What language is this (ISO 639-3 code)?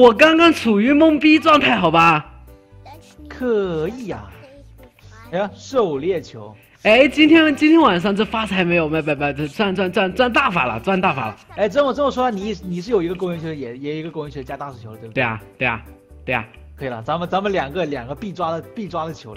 zho